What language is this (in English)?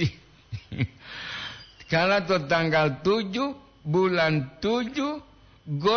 Gorontalo